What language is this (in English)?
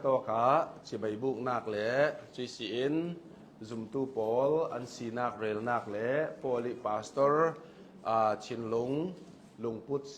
Hakha Chin